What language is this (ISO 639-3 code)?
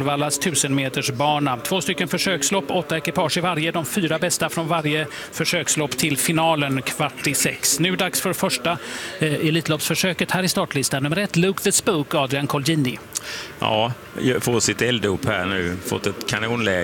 swe